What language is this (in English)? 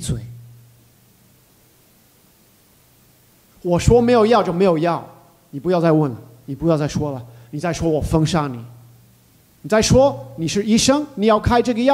Chinese